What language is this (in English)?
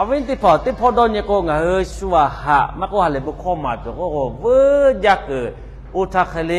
Lahu